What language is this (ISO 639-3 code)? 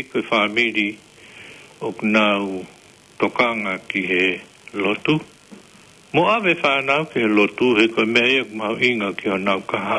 ton